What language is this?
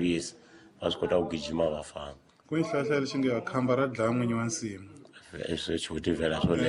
Tsonga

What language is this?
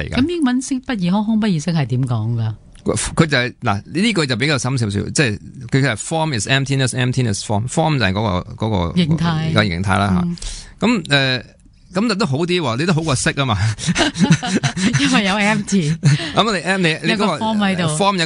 Cantonese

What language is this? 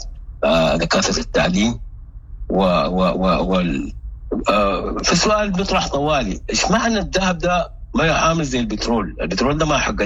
Sudanese Arabic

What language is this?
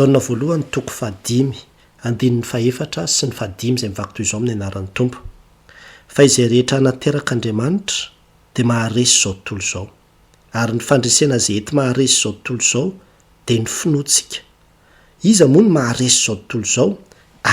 Malagasy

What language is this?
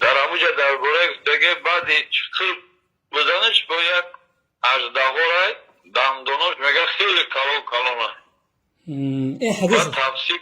Tajik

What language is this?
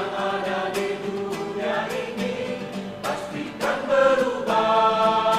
Nias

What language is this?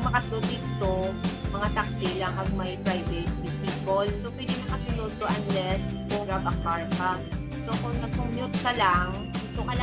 Hiligaynon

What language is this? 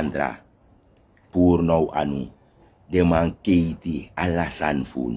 Sranan Tongo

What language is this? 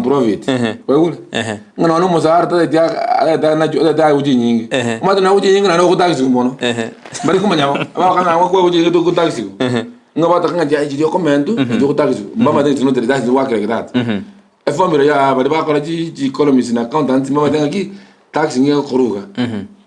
Gusii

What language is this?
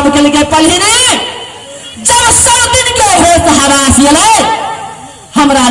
Maithili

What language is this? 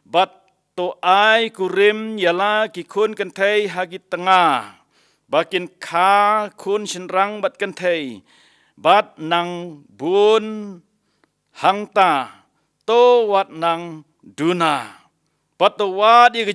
Khasi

